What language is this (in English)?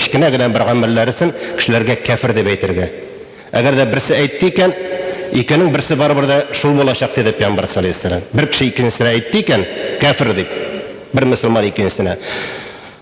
Tatar